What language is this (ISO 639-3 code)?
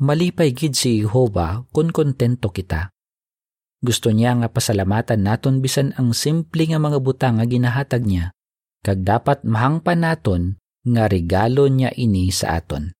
hil